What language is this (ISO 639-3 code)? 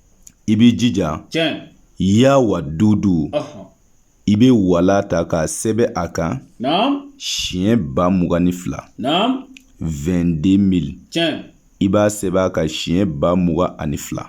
bam